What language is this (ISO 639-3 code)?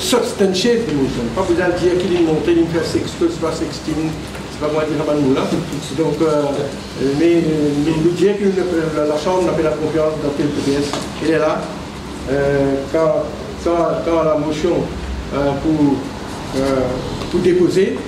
mfe